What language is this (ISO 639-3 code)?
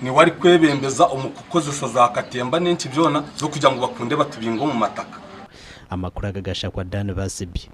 nyn